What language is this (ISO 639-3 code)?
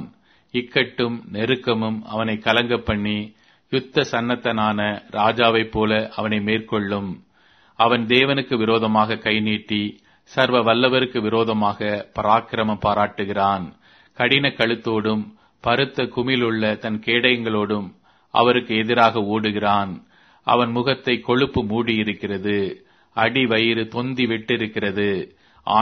tam